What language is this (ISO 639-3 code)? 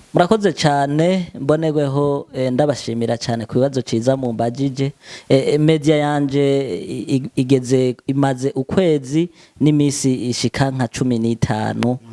run